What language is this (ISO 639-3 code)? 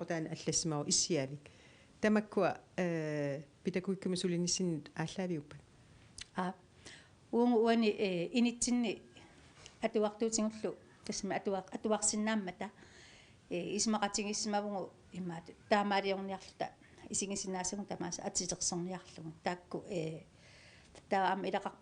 kal